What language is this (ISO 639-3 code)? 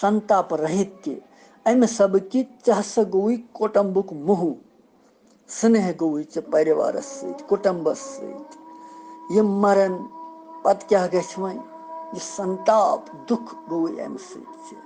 kas